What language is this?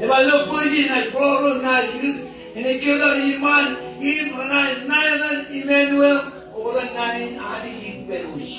Marshallese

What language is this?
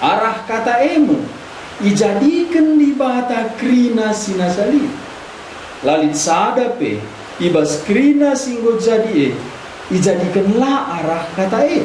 Batak Karo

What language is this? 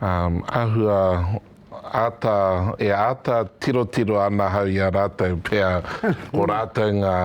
Māori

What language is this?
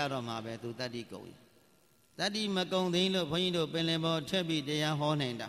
Burmese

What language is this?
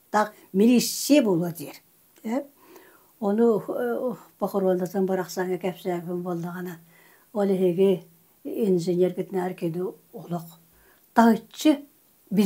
Yakut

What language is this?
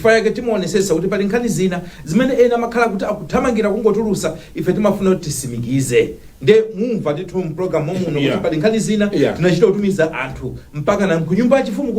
Nyanja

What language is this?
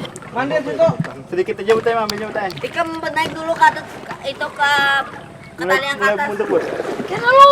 Banjar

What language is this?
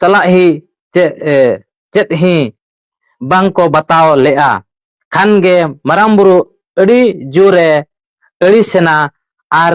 Santali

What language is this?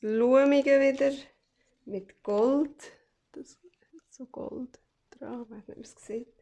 Swiss German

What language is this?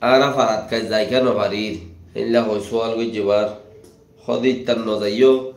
Rohingya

